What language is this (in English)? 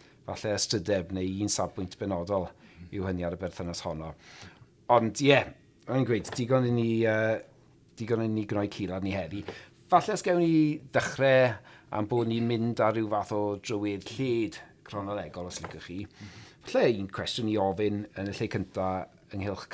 Welsh